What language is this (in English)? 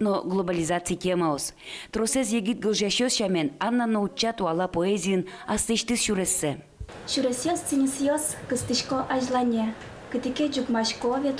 Udmurt